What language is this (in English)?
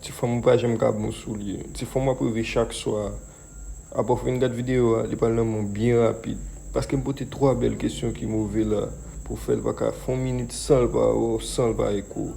Haitian Creole